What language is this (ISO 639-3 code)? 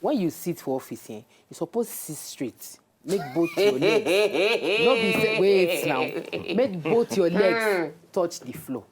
pcm